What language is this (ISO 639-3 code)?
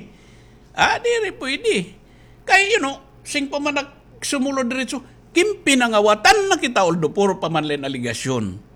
war